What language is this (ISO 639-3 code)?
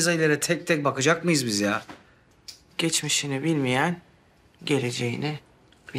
tur